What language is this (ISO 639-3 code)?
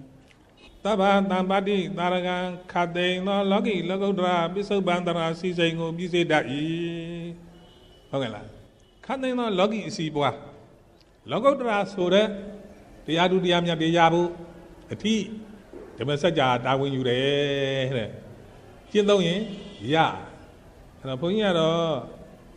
mya